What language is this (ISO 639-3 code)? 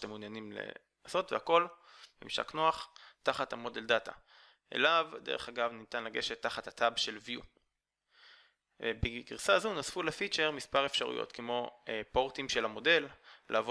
heb